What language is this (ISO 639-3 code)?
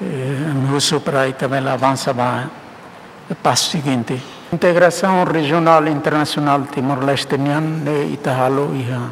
tet